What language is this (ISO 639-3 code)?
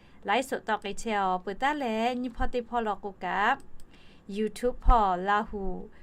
lhu